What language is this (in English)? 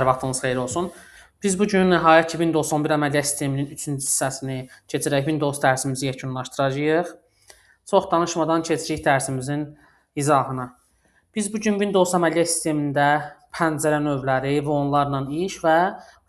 Azerbaijani